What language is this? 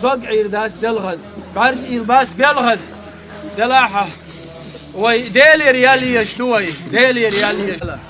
Chechen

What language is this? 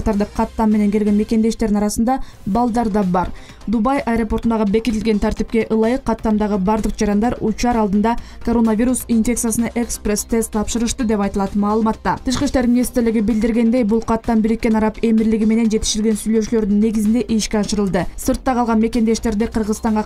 Kyrgyz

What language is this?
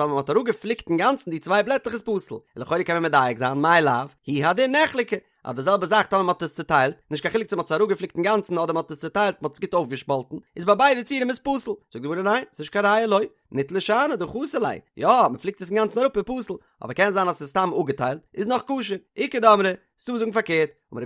Yiddish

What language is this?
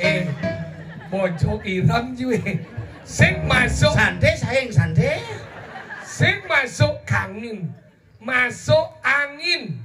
Balinese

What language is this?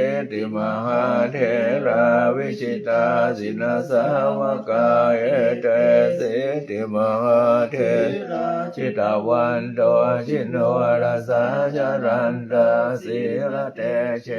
Pali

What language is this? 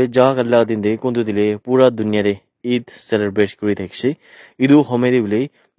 Naga Pidgin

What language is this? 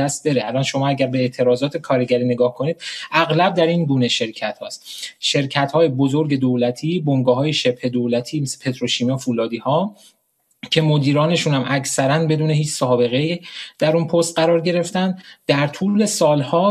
Persian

